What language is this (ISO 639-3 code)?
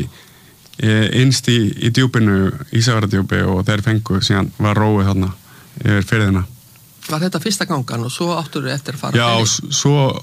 isl